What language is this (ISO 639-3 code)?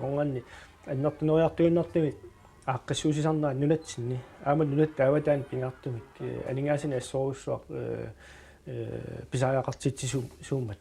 kal